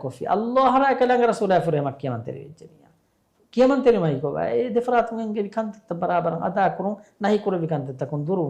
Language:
Divehi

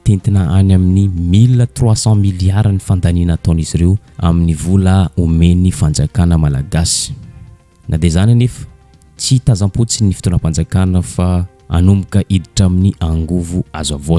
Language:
Malagasy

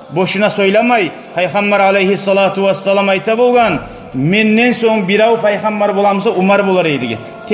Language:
Kumyk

